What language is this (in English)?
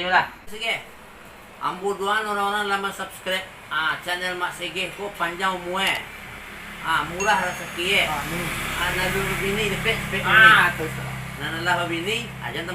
Minangkabau